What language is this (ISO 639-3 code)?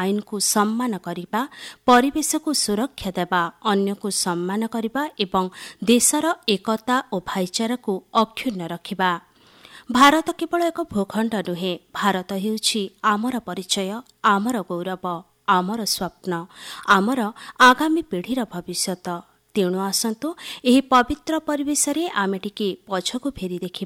ori